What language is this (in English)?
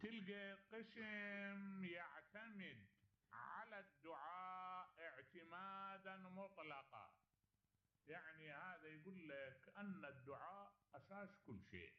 Mesopotamian Arabic